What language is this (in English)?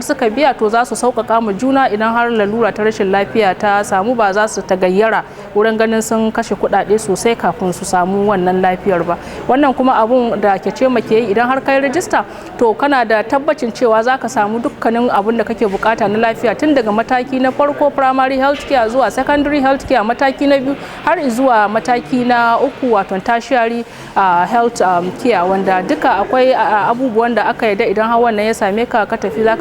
Hausa